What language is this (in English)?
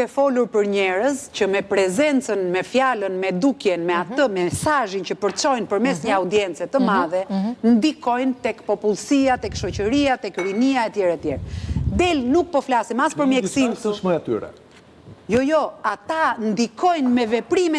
Albanian